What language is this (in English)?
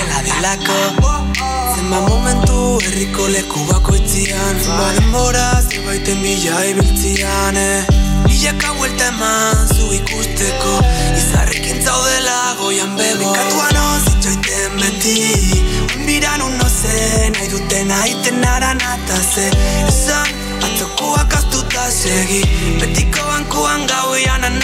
Basque